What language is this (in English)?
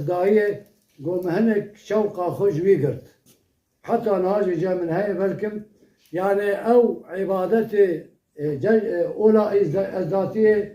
Kurdish